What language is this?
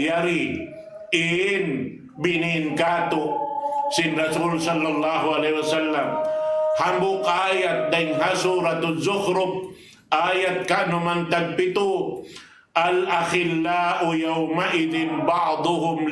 Tausug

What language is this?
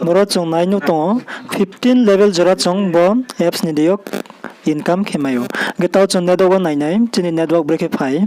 Riang (India)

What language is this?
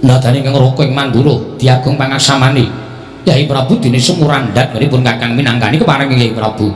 Javanese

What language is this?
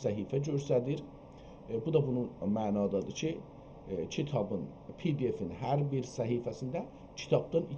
South Azerbaijani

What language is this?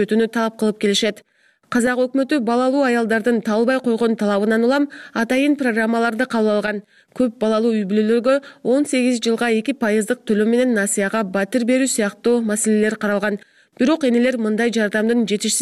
Kyrgyz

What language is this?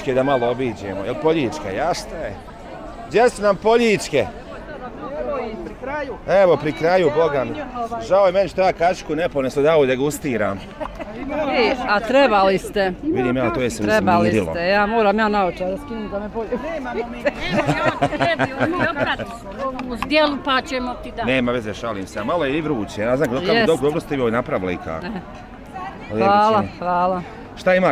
Bosnian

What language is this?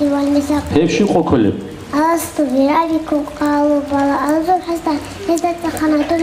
Avaric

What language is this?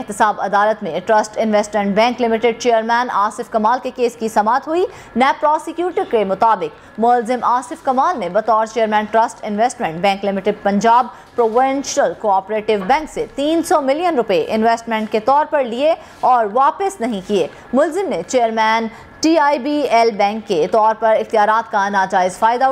Urdu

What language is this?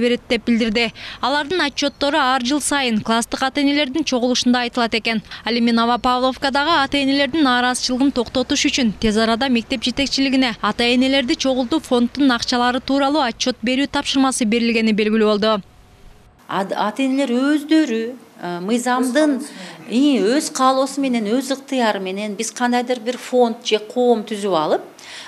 Kyrgyz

